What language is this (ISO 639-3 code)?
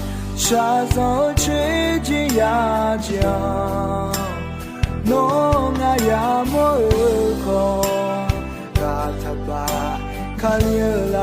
ahk